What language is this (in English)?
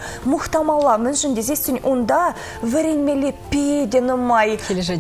Chuvash